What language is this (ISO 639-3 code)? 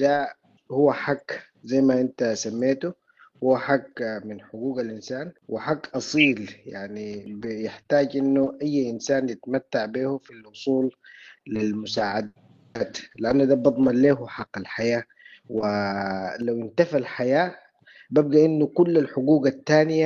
apd